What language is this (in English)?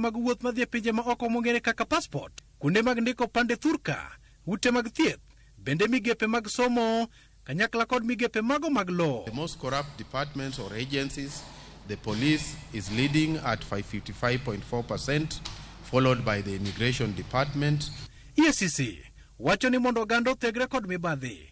Luo (Kenya and Tanzania)